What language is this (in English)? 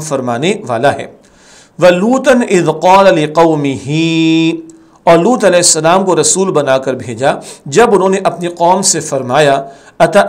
Urdu